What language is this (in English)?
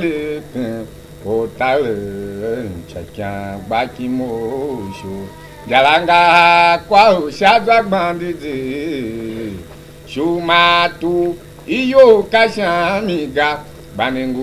Tiv